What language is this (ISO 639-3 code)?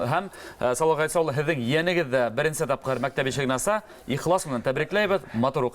bak